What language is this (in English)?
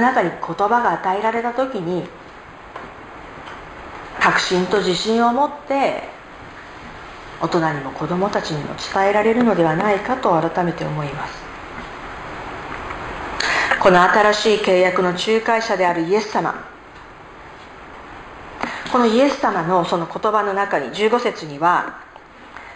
Japanese